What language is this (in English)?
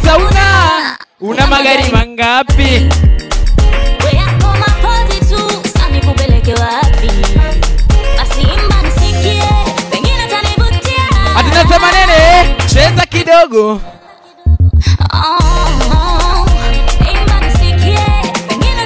Swahili